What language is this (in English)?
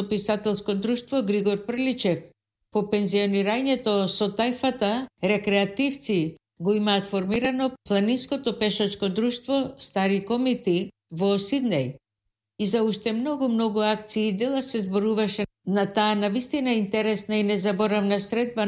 Macedonian